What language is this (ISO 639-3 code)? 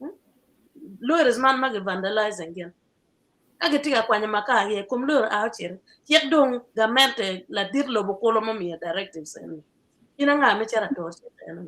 ach